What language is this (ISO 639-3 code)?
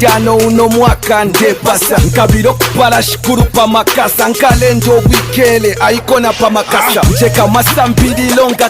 bem